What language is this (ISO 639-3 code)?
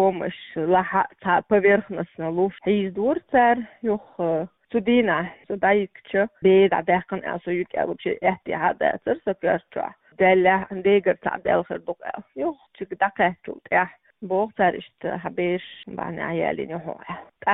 che